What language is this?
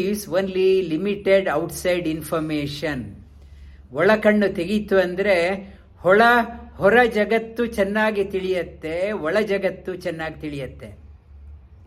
Kannada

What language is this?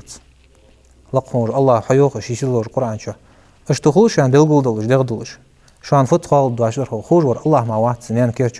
Ingush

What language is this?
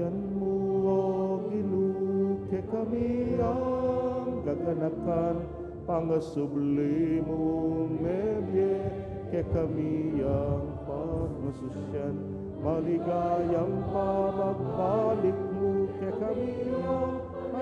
Pampanga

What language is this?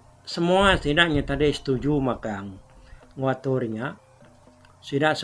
Iban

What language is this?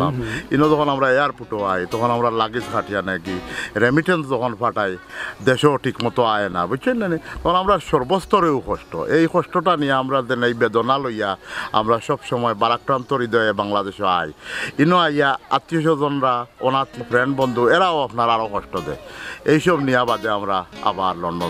Sylheti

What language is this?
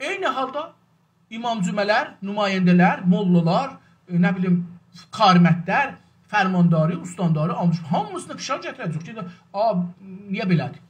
South Azerbaijani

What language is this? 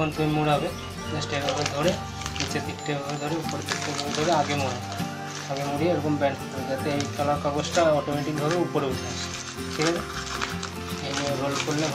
Bangla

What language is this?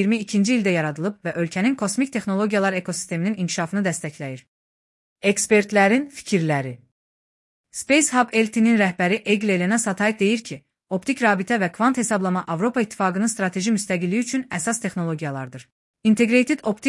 Azerbaijani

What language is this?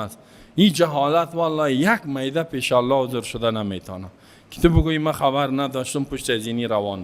Persian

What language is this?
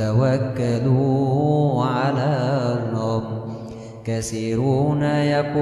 Arabic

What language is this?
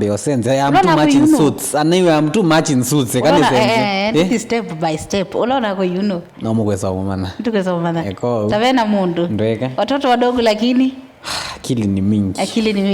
Kamba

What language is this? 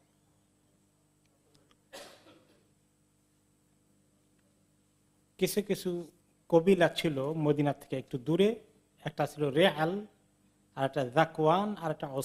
Bangla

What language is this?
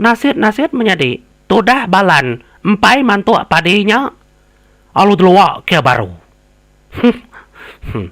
Iban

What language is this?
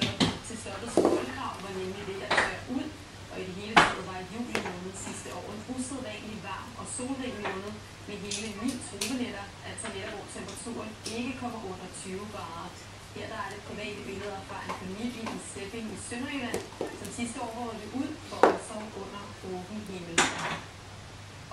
Danish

